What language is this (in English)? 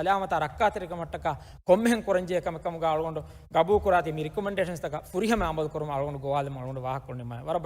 Divehi